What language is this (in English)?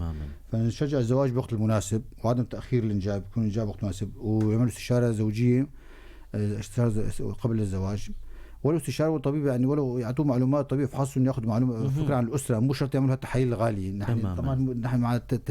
North Levantine Arabic